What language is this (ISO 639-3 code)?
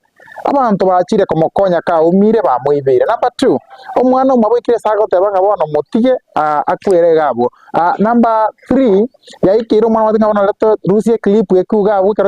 guz